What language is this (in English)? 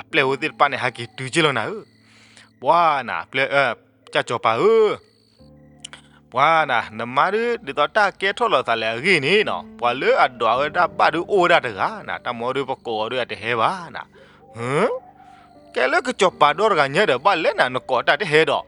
S'gaw Karen